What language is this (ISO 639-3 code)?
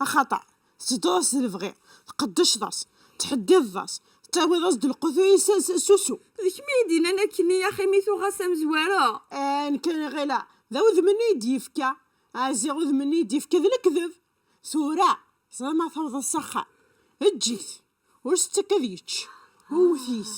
kab